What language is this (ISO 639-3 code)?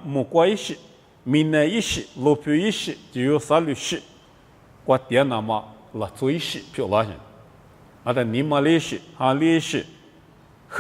lis